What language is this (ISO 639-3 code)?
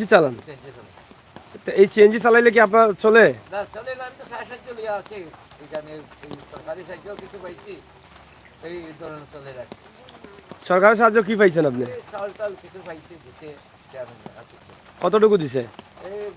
syl